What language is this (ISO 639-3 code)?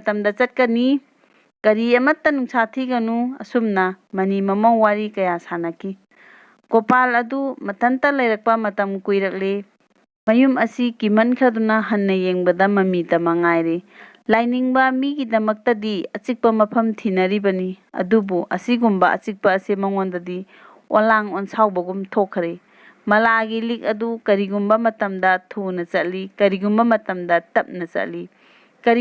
mni